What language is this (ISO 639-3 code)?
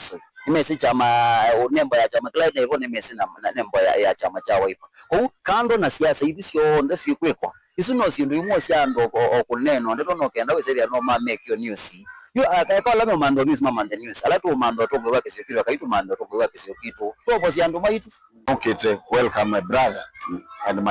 kam